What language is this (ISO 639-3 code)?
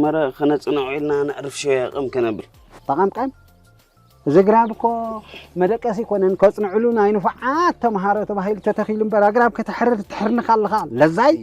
tir